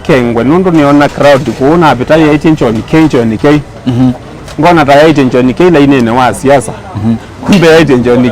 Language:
Kamba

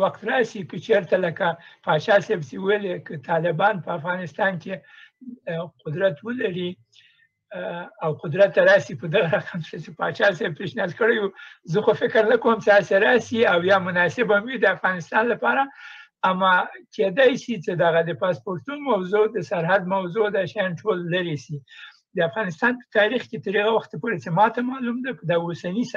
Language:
Pashto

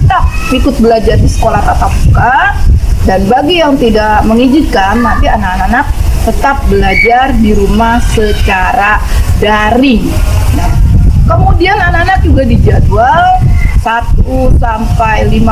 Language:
Indonesian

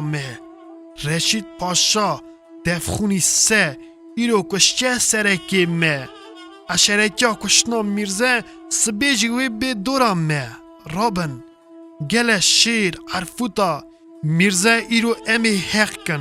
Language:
Kurdish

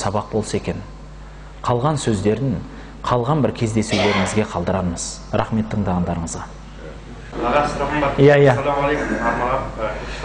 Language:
Kazakh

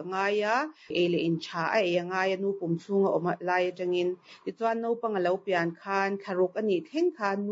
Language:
Mizo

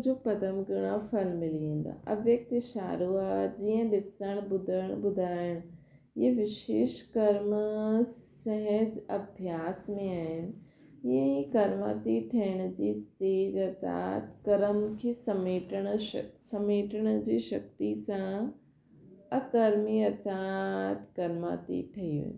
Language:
Sindhi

